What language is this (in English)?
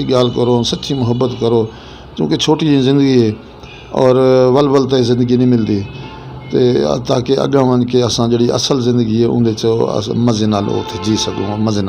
Western Panjabi